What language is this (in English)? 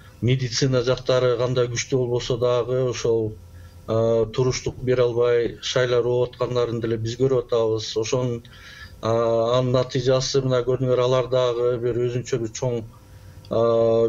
Kyrgyz